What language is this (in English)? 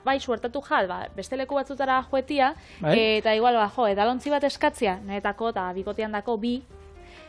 Basque